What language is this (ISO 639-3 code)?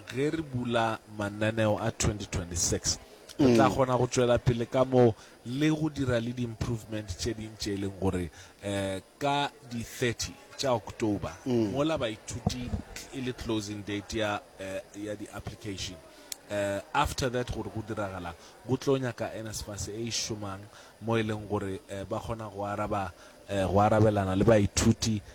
nso